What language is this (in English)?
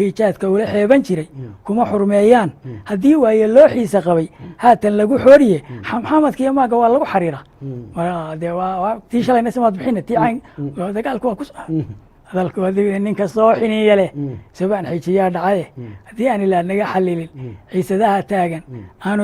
Somali